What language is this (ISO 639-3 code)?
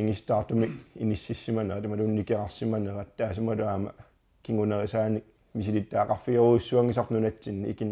kal